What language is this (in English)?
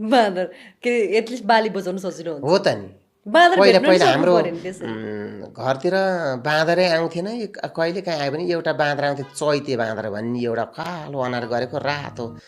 Nepali